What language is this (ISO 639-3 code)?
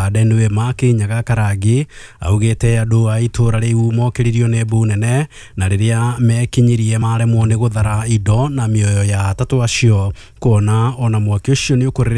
kik